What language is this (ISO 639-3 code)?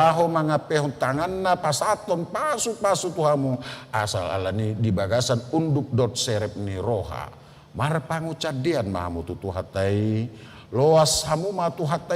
bbc